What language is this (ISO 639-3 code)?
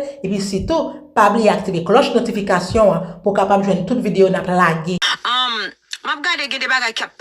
hat